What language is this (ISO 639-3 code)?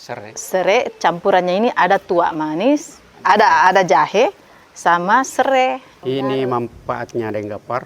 mfp